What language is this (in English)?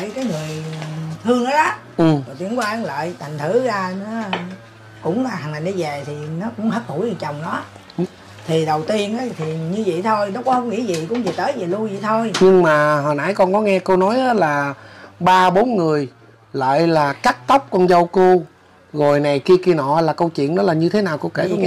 Vietnamese